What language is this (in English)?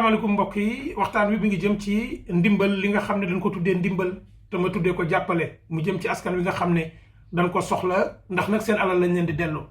Wolof